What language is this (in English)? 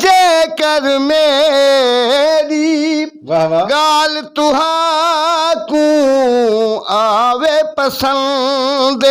Saraiki